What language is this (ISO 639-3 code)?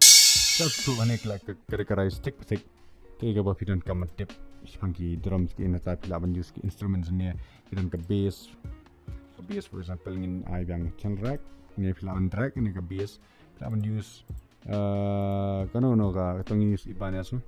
kha